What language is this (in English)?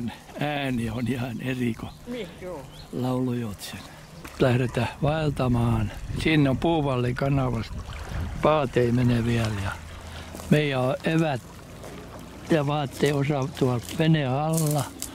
Finnish